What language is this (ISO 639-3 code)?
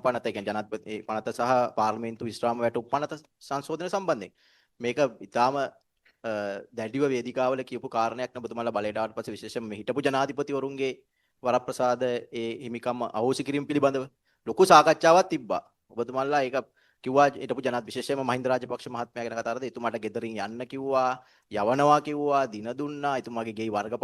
sin